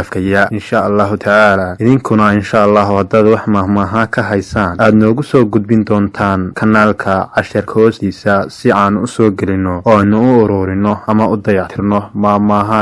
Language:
Somali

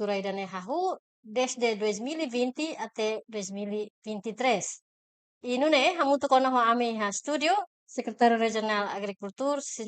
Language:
Tetum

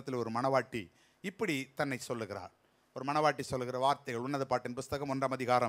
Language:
Tamil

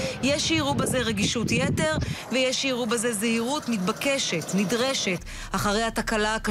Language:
Hebrew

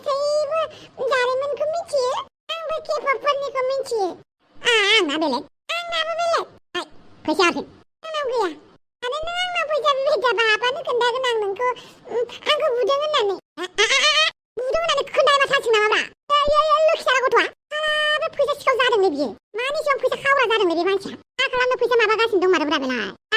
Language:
Bodo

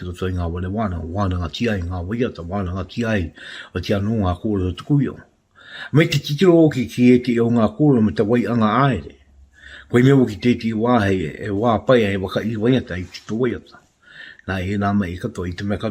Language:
Māori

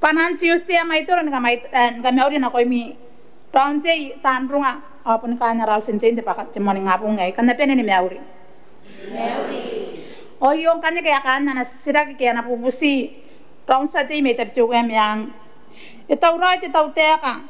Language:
Gilbertese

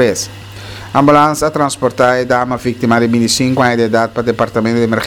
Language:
Papiamento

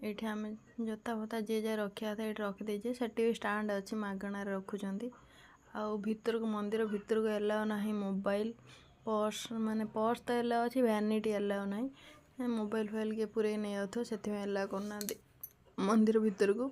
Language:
Odia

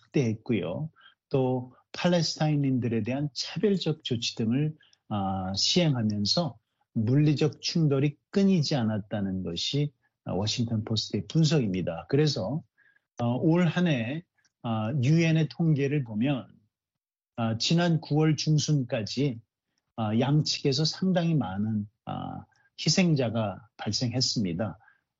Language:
Korean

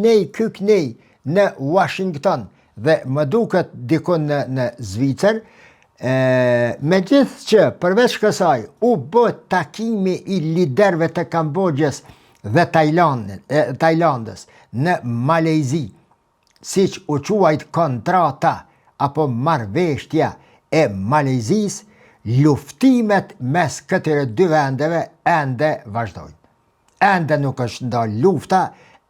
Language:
Albanian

